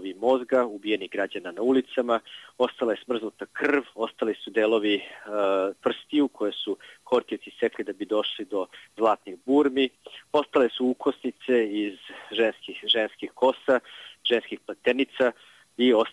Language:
Serbian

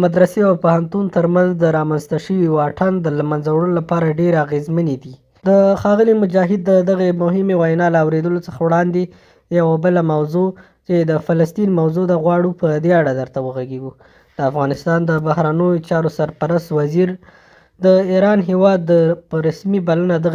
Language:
Pashto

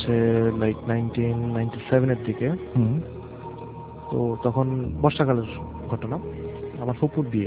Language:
Bangla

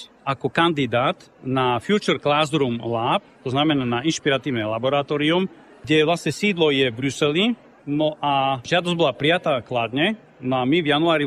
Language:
Slovak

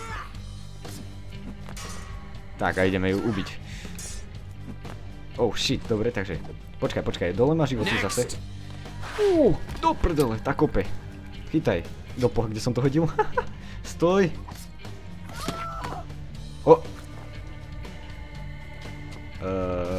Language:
Slovak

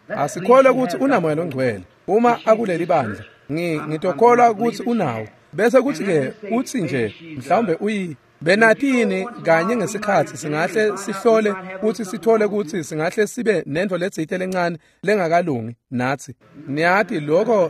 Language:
Swati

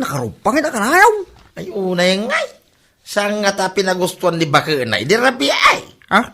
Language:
Iloko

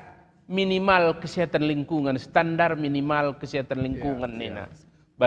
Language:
Batak Karo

